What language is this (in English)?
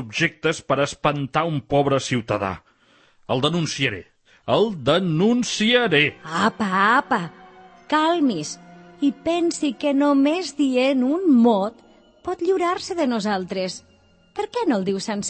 Catalan